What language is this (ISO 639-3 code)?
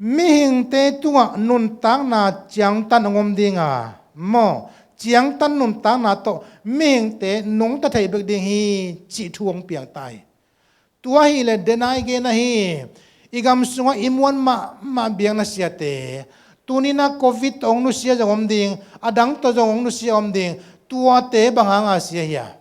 ctd